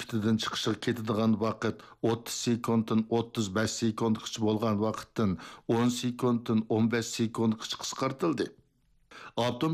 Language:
Uyghur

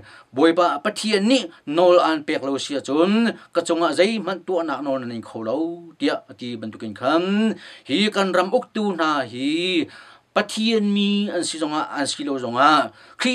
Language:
Hakha Chin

